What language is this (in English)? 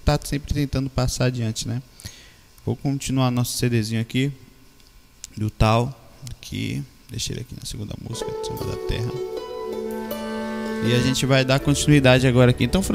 Portuguese